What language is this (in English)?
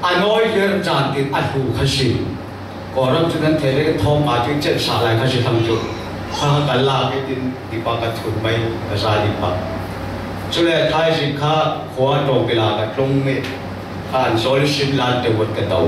Falam Chin